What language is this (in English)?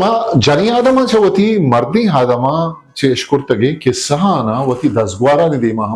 Eastern Balochi